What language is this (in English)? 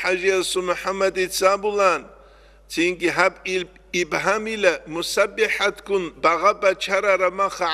Avaric